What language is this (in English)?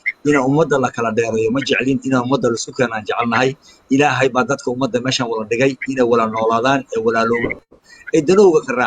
Somali